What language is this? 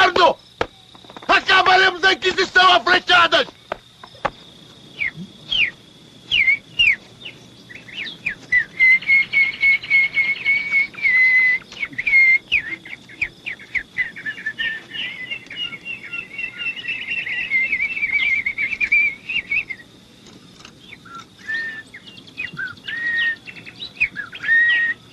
Portuguese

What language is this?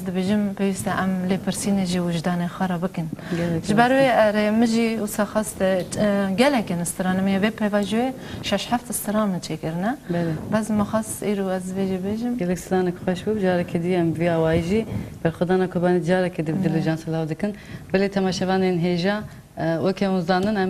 Kurdish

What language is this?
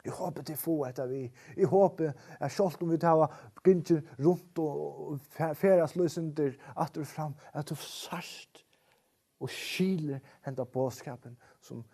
Faroese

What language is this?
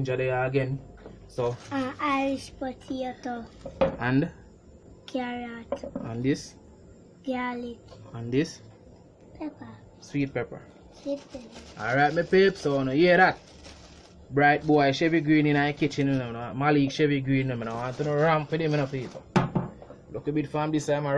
Jamaican Creole English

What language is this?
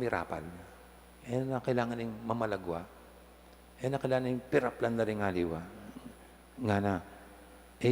Pampanga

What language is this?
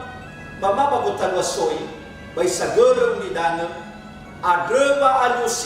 Nias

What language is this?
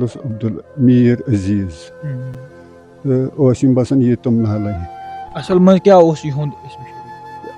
Kashmiri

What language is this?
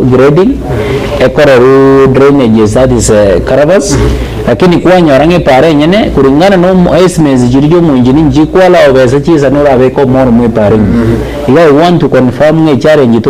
Gusii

